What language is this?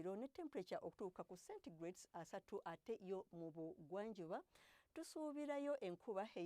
Ganda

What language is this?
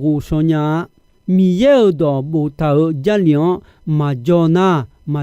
Akha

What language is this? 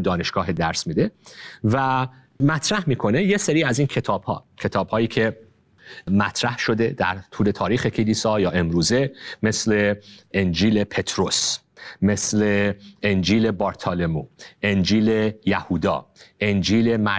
Persian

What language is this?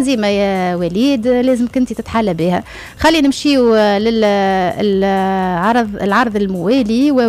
Tunisian Arabic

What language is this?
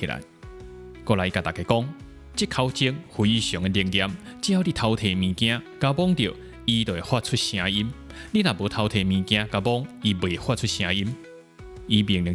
Min Nan Chinese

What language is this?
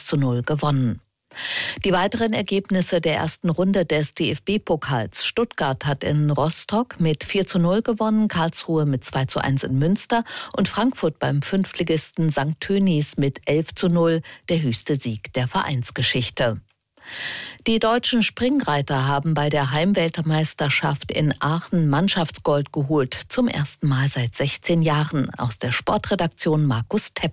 German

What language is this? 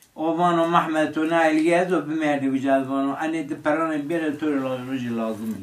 Zaza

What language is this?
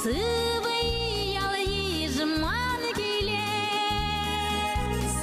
Chuvash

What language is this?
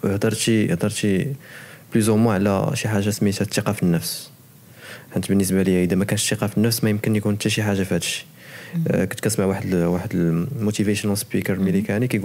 Moroccan Arabic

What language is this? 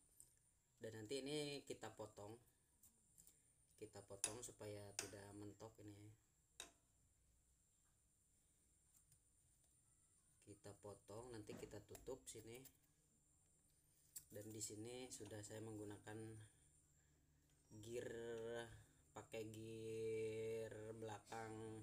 Indonesian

